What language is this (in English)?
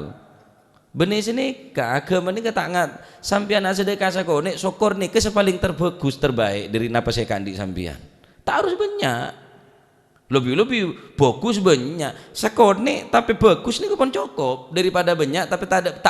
Madurese